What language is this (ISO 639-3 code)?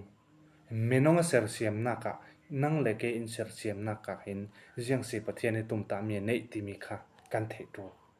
cfm